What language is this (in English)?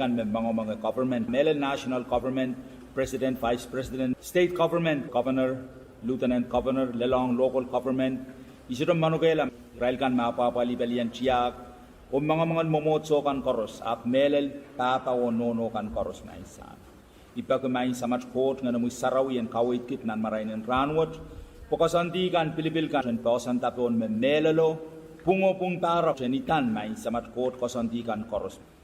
Pohnpeian